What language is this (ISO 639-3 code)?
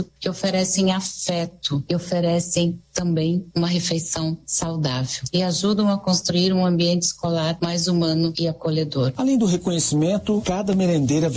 por